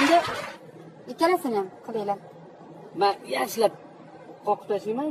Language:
Uzbek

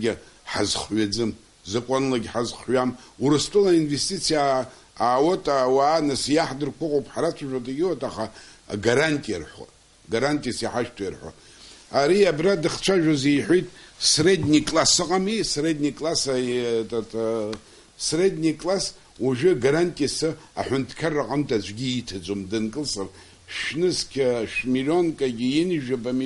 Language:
Abkhazian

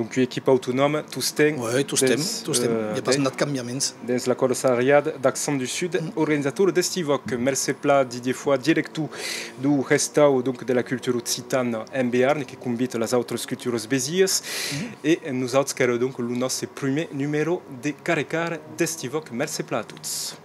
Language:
Occitan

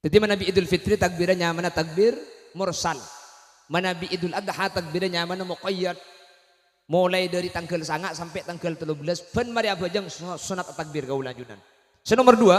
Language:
Madurese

